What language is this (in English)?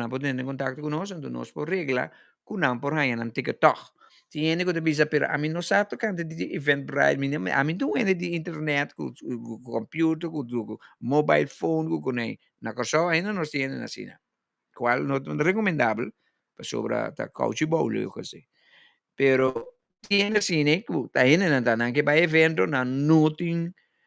Papiamento